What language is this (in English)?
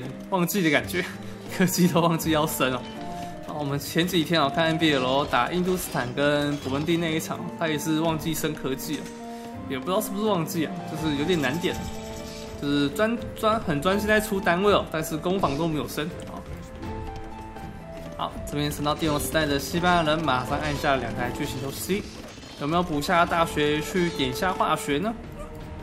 Chinese